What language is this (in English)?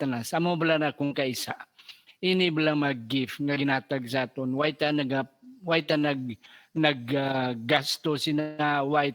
Hiligaynon